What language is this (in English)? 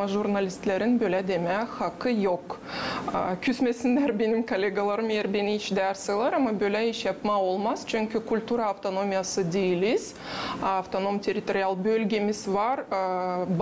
Gagauz